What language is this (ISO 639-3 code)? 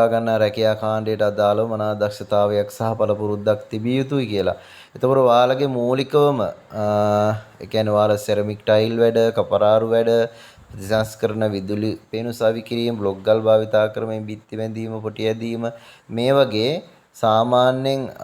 sin